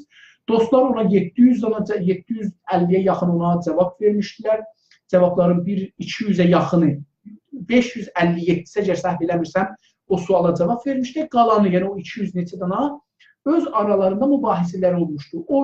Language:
South Azerbaijani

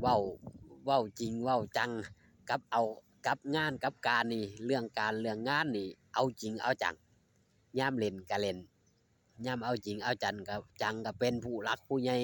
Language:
Northeastern Thai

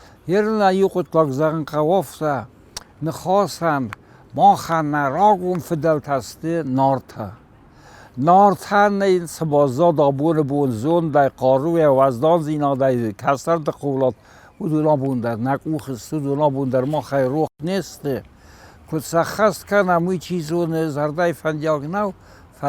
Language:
Ossetic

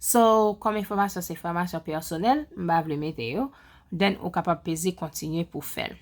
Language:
Haitian Creole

